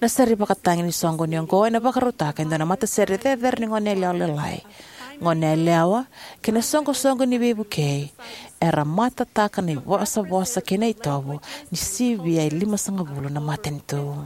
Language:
Fijian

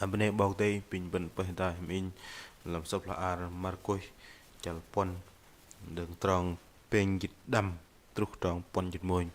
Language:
Bahnar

